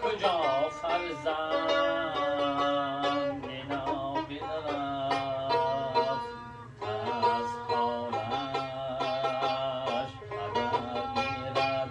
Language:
Tajik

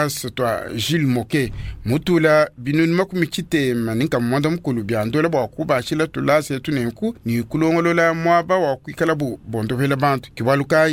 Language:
Luba-Lulua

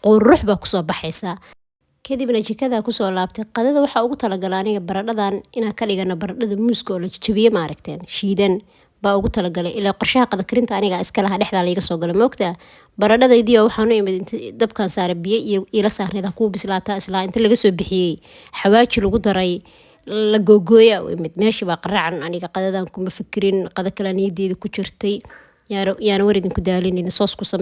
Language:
Somali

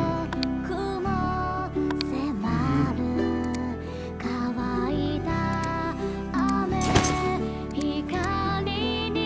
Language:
Japanese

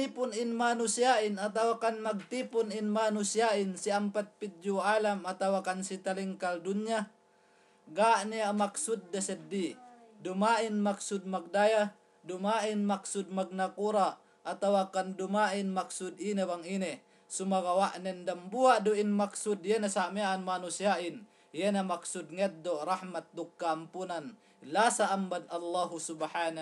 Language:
Yakan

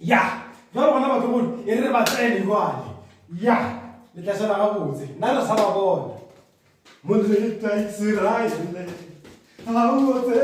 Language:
Northern Sotho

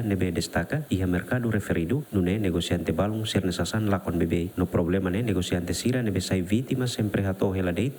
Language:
Tetum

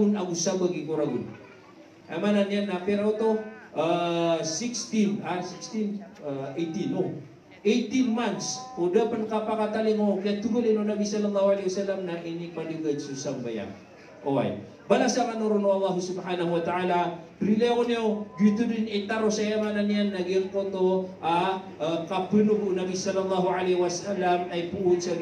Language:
Maranao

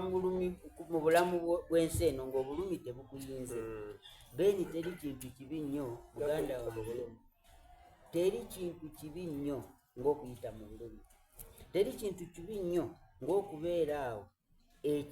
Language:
Soga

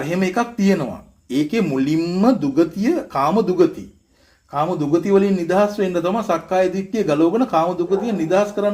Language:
Sinhala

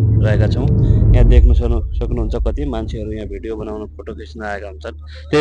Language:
Nepali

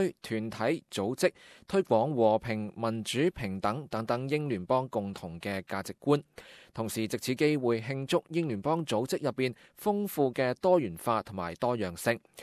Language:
Cantonese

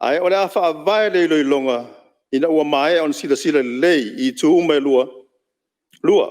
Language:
Samoan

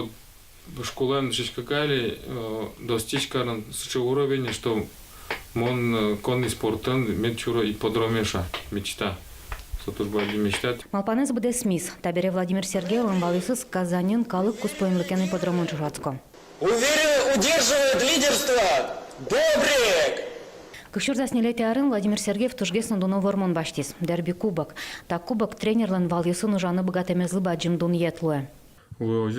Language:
Udmurt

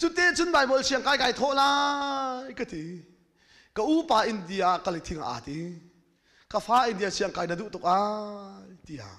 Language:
Hakha Chin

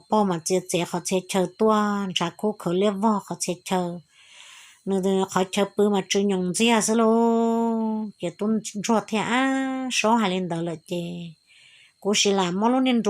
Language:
Hmong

